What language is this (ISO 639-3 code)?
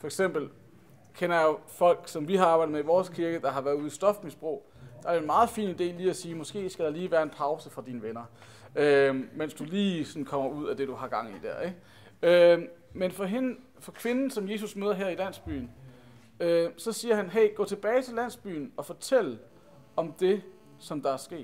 dan